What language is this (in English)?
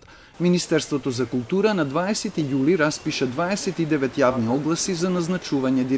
Macedonian